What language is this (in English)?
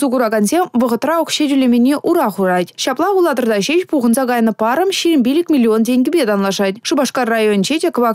Chuvash